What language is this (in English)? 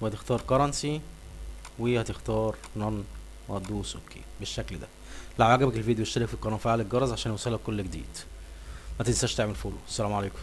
Egyptian Arabic